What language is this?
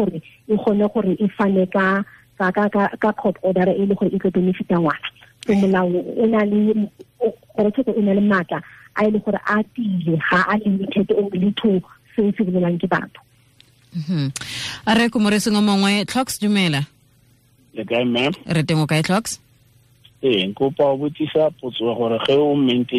Tswana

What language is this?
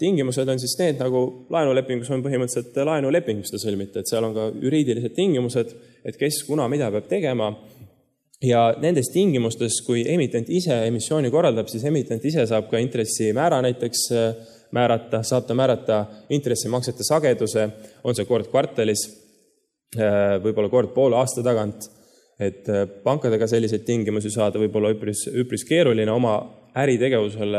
Estonian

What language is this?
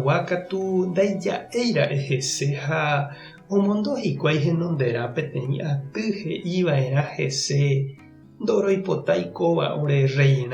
Guarani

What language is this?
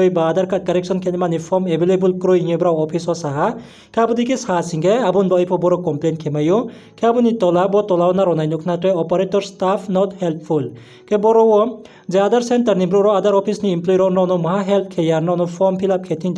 Riang (India)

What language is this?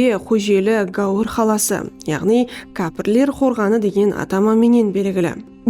Kara-Kalpak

